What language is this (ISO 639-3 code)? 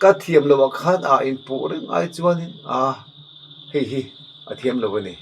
lus